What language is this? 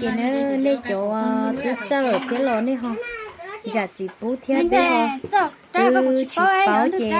Hmong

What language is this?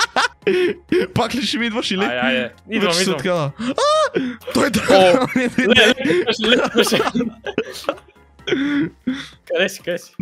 Bulgarian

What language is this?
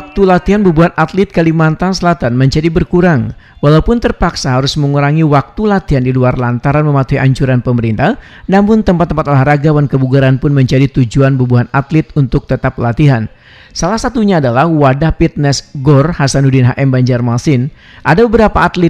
Banjar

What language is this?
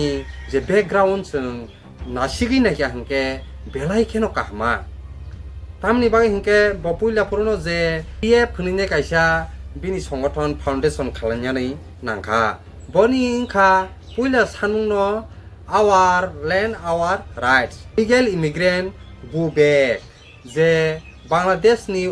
Kok Borok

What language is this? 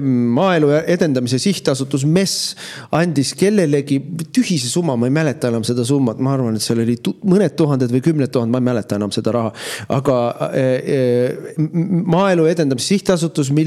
Estonian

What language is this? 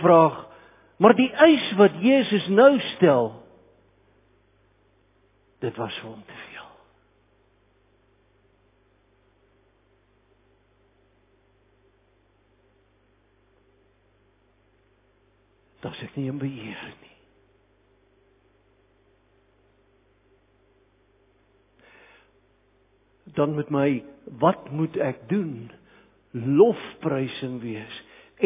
Afrikaans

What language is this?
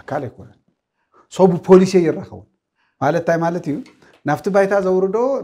Tigrinya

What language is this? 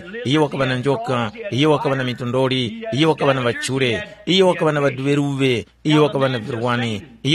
Tumbuka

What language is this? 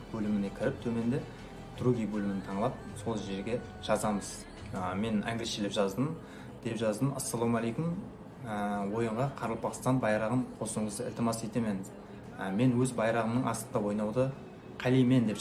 Kara-Kalpak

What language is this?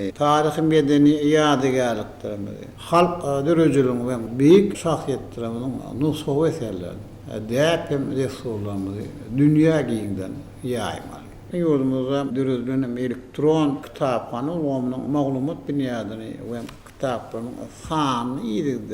Turkmen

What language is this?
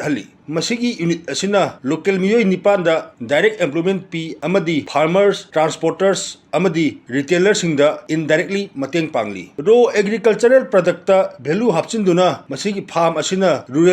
Manipuri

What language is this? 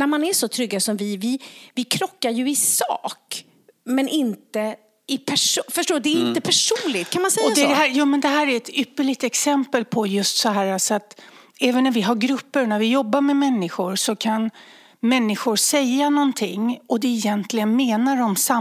Swedish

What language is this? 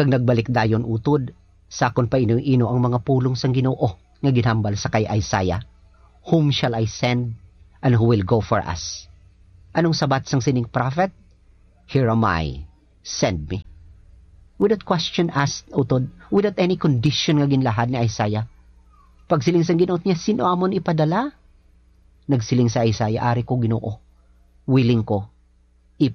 Hiligaynon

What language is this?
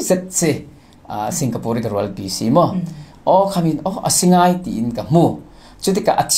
Falam Chin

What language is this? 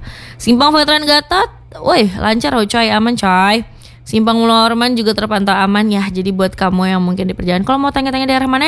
Indonesian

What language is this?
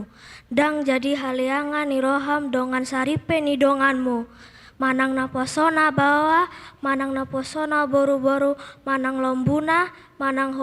Batak Toba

